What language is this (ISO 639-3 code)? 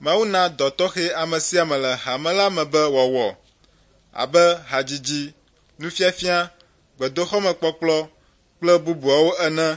ewe